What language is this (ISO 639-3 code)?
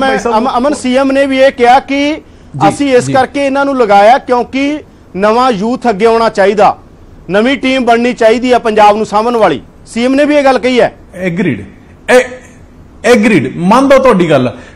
pan